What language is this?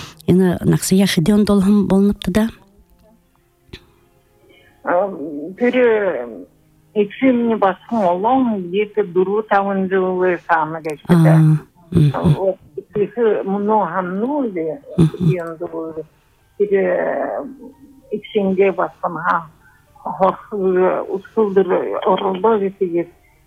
Buriat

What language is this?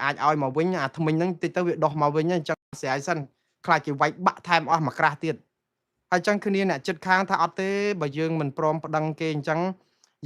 Khmer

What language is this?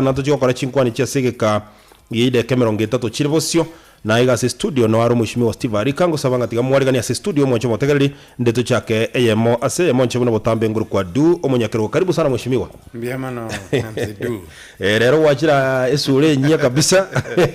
Gusii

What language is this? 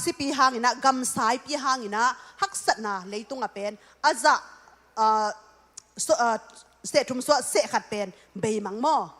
Tedim Chin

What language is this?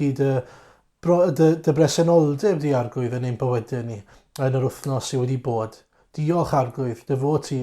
Welsh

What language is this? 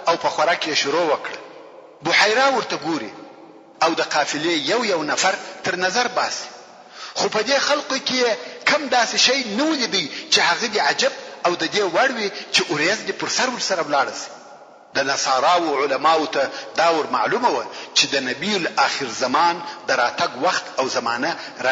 Pashto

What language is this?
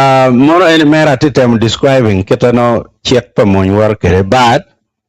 Acoli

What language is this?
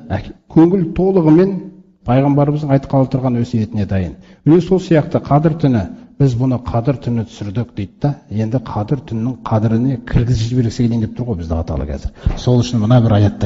Kazakh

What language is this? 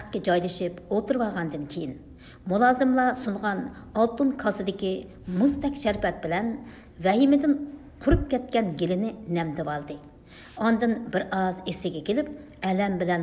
Uyghur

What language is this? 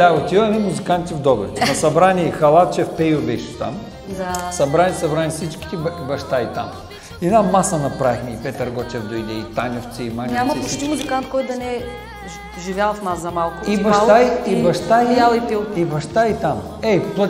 Bulgarian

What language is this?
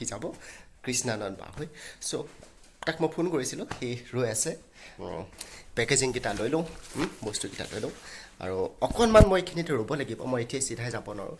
Assamese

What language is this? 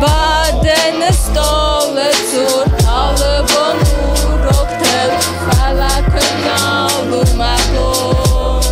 Ossetic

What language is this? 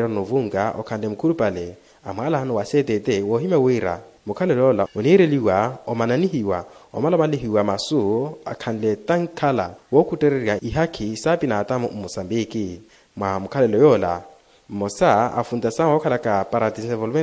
Makhuwa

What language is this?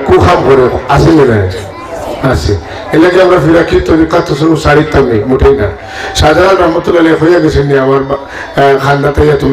Sylheti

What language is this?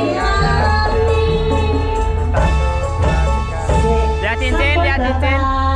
Indonesian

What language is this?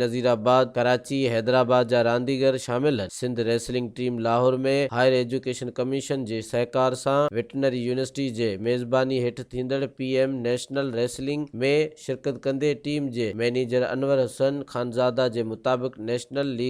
Sindhi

